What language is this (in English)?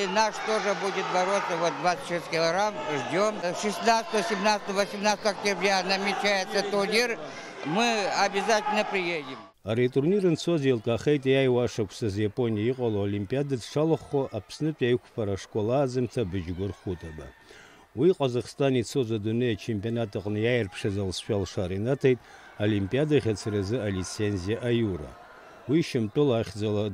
Abkhazian